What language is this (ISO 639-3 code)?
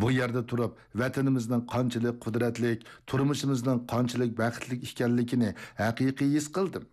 uig